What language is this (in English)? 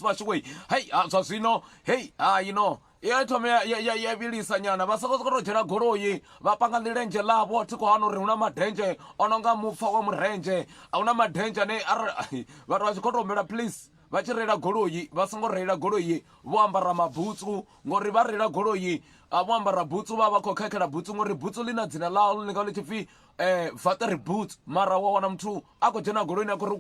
Venda